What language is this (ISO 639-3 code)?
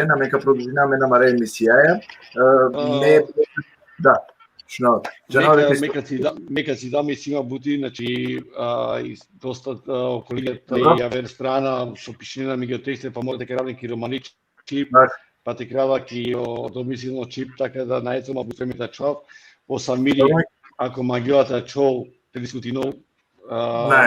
rmn